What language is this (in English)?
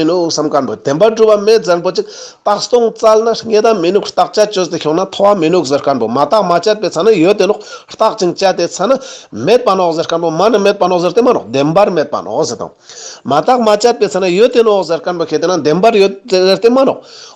Ladakhi